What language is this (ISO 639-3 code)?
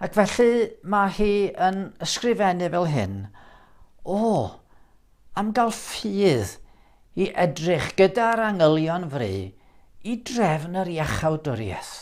cym